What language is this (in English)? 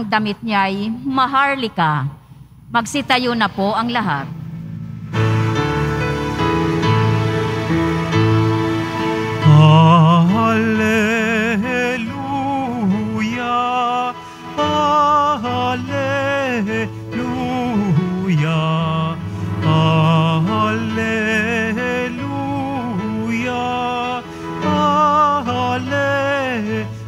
Filipino